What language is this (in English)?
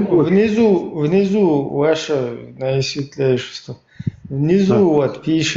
Chechen